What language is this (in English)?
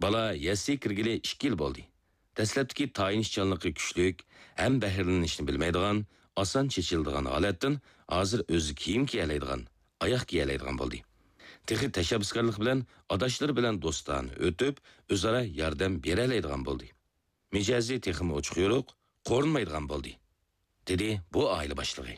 Uyghur